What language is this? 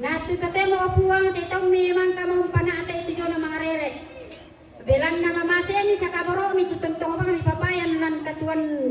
Toraja-Sa'dan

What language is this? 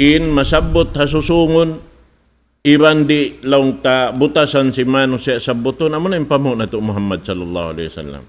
Tausug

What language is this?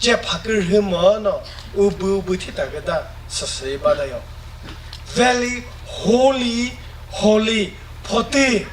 Chokri Naga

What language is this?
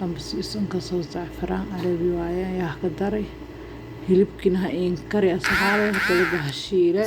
Somali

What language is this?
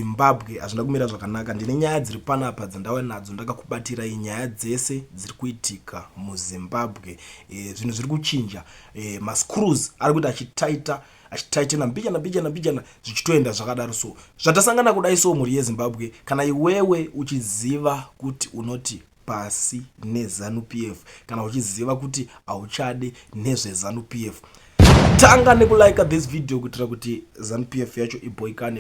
Shona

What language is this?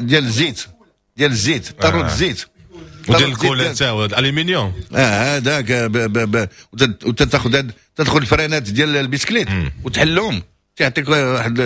Moroccan Arabic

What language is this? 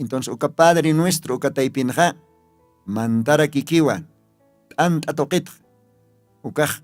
Aymara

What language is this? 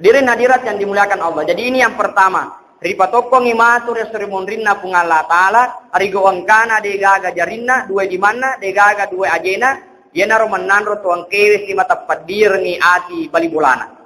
Buginese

